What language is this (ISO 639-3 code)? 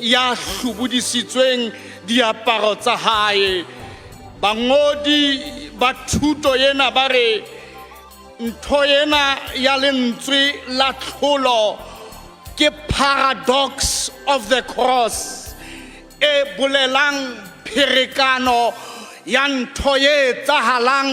sot